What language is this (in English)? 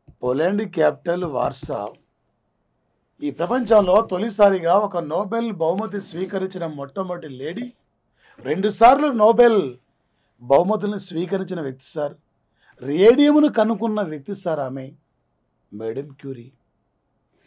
Telugu